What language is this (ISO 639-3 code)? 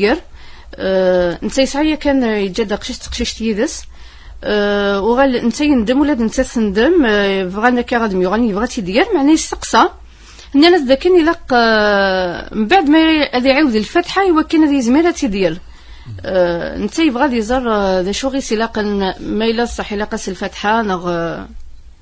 kab